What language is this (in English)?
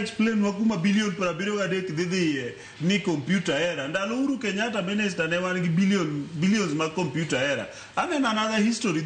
Luo (Kenya and Tanzania)